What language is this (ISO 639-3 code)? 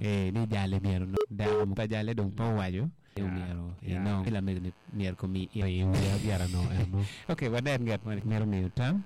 ach